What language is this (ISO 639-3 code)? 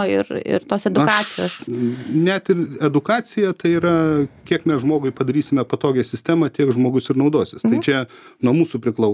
lit